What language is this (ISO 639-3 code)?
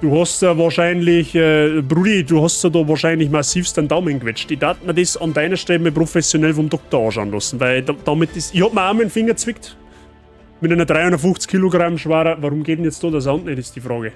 bar